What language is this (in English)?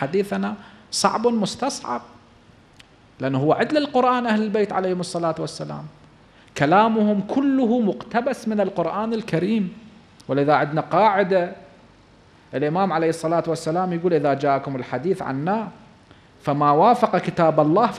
Arabic